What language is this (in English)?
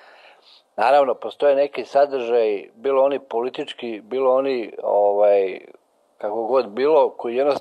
Serbian